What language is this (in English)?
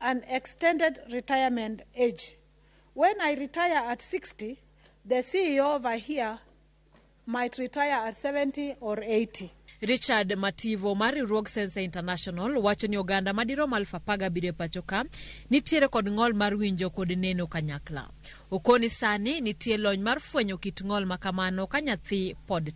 Luo (Kenya and Tanzania)